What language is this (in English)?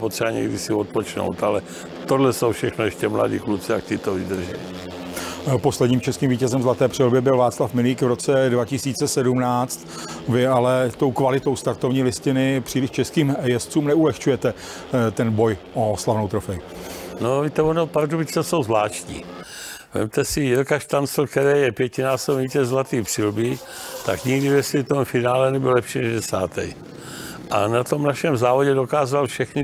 Czech